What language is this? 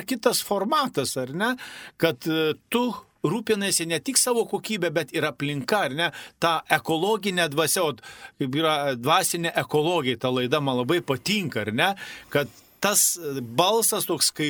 Lithuanian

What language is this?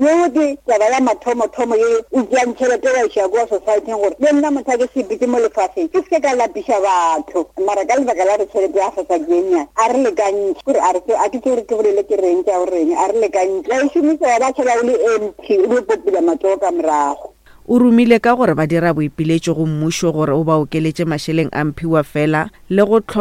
Northern Sotho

